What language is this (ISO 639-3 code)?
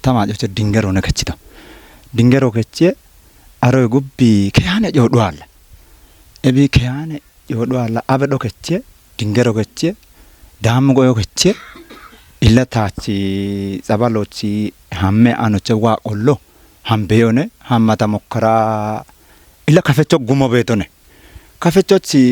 kbr